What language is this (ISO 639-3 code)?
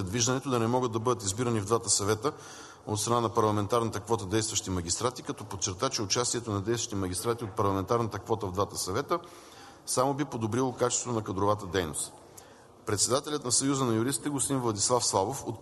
bul